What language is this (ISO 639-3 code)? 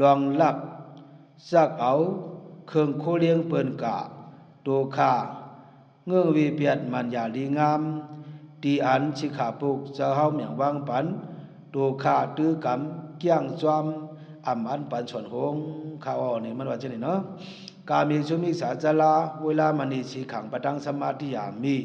shn